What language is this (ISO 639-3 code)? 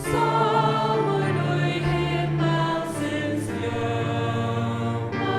fao